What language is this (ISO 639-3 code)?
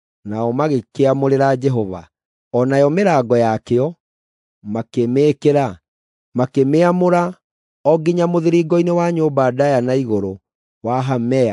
kik